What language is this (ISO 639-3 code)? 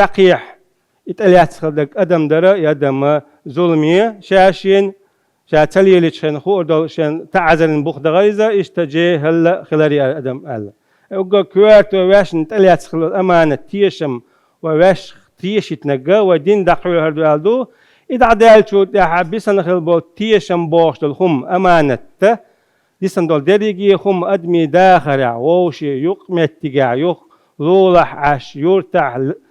che